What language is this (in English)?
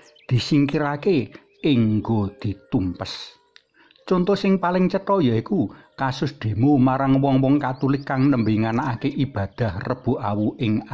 Javanese